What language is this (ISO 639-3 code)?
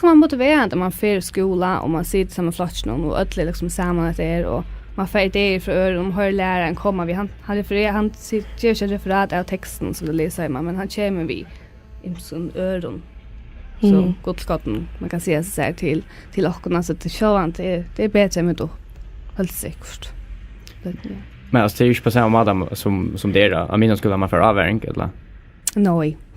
fao